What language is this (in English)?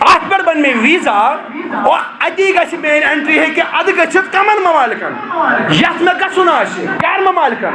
Kashmiri